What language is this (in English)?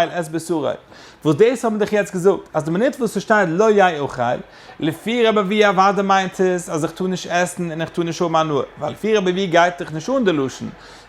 Yiddish